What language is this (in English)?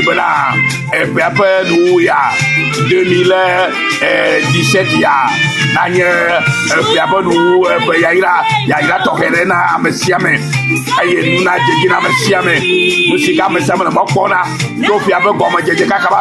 Ewe